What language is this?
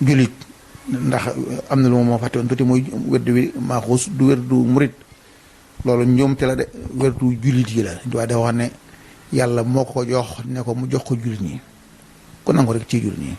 Wolof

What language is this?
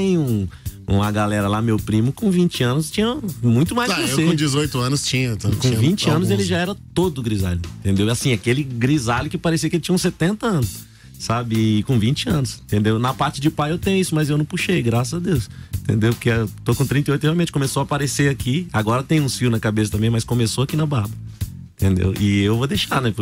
Portuguese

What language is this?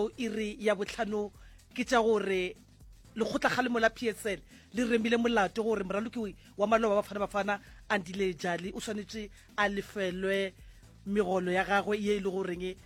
Northern Sotho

